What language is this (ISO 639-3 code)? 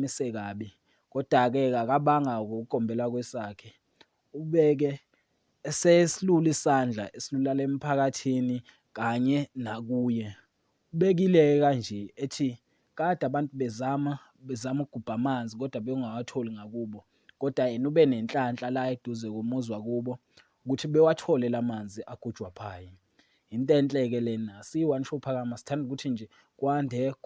zul